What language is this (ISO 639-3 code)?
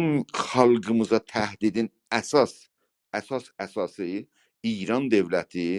azb